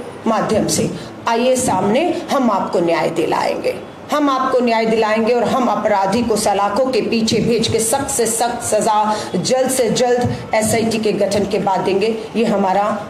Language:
Hindi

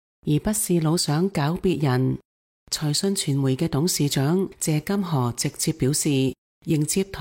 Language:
Cantonese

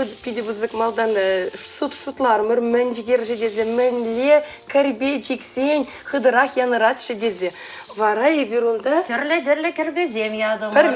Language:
Chuvash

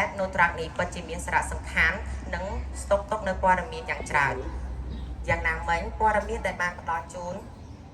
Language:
Khmer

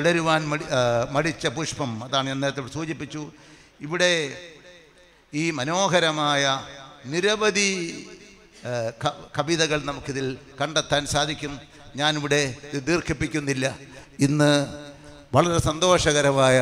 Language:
Malayalam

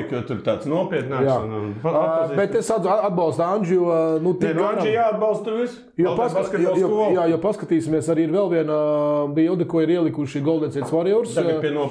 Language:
Latvian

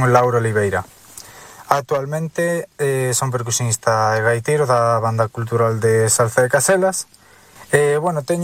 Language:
Galician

